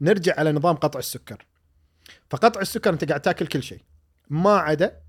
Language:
Gulf Arabic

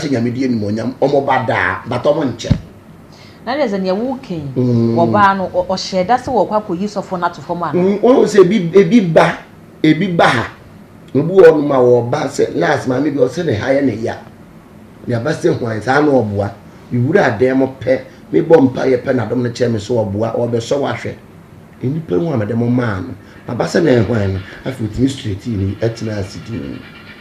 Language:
Akan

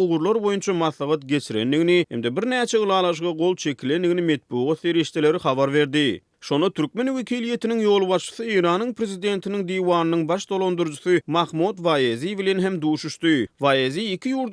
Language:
Turkmen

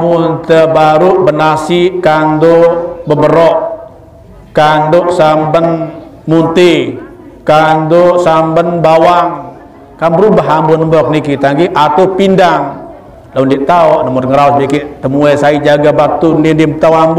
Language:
Sasak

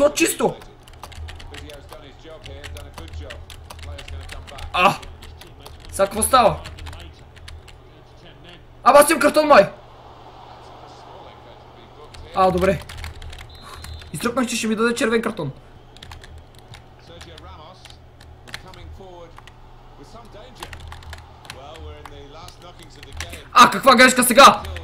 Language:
Bulgarian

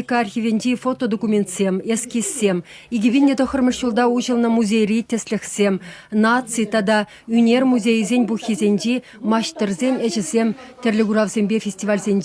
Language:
Chuvash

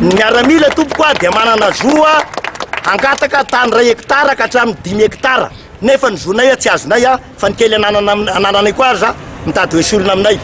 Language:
Malagasy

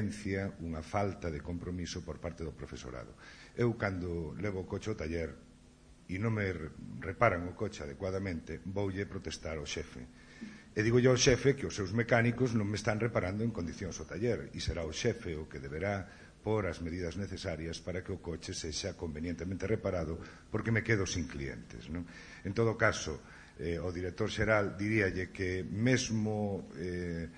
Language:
Galician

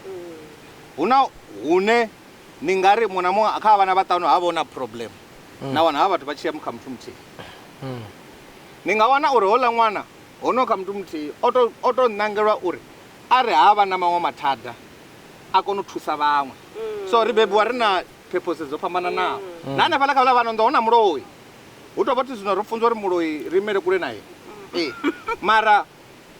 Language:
Venda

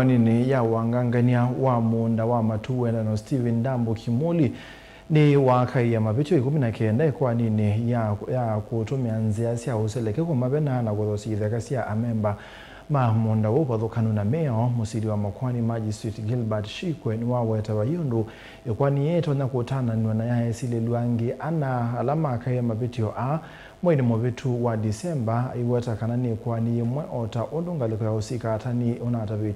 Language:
Kamba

